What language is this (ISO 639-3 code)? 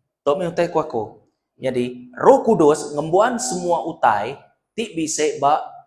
iba